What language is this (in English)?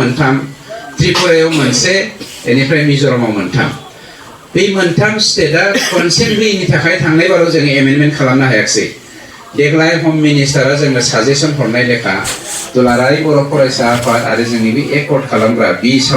Bodo